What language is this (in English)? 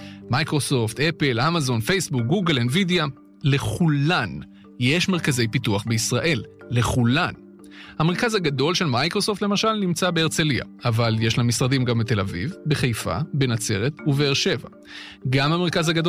Hebrew